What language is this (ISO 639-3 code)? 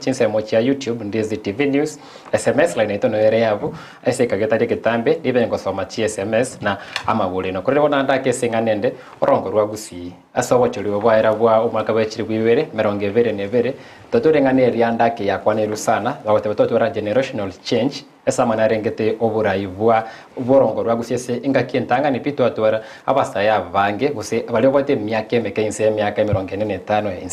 guz